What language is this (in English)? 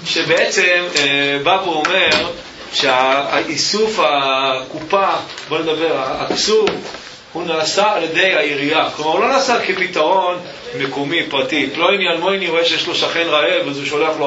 Hebrew